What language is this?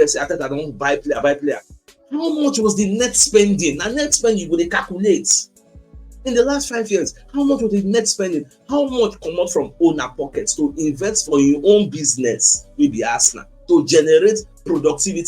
Nigerian Pidgin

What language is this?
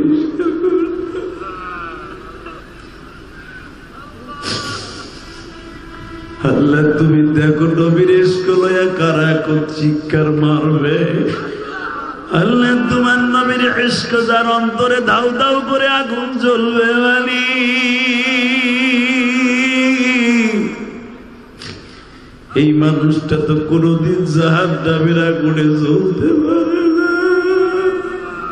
Bangla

